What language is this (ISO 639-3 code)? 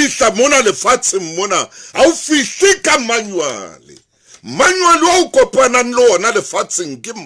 sot